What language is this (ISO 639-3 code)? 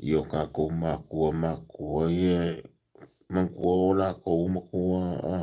smo